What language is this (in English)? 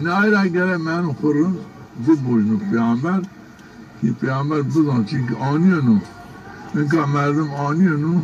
Zaza